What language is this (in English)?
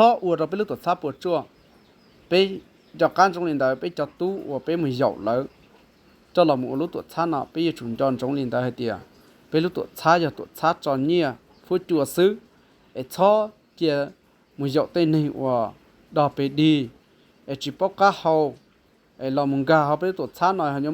Hmong